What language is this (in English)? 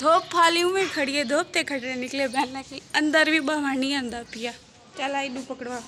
Saraiki